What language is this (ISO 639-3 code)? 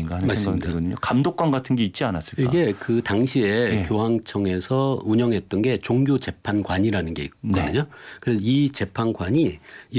kor